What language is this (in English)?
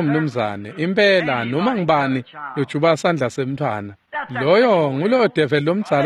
Swati